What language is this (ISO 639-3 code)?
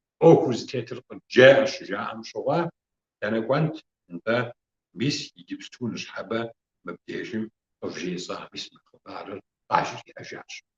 kbd